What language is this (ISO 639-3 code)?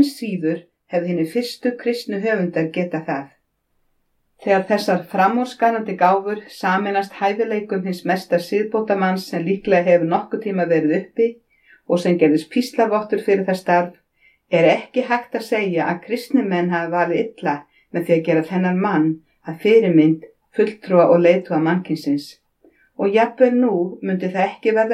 isl